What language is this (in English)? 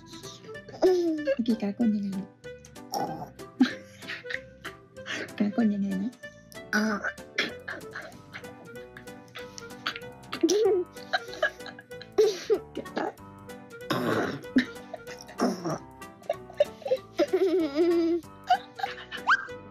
Thai